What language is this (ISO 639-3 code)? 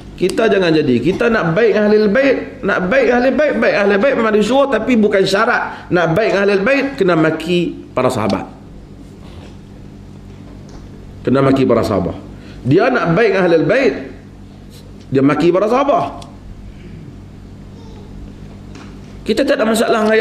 msa